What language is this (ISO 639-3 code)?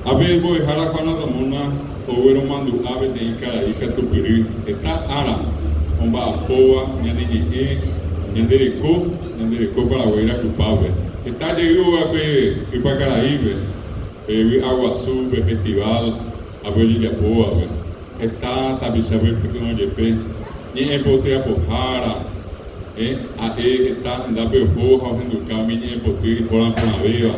grn